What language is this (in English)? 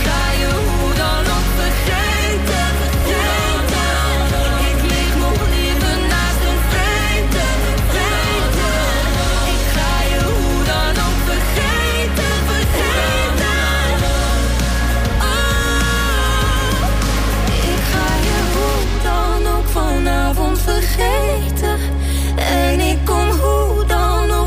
Dutch